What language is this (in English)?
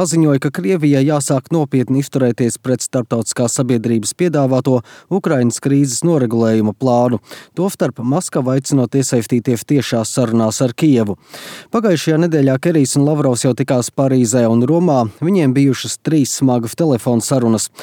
Latvian